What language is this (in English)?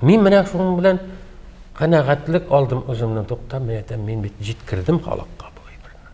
Tatar